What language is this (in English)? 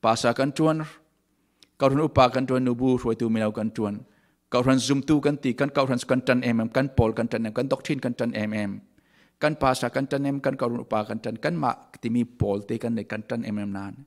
Falam Chin